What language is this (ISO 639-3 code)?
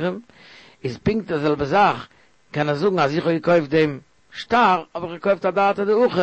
yid